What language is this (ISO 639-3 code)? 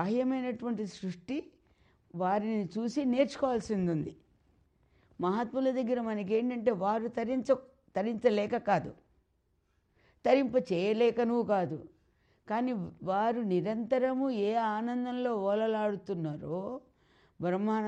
tel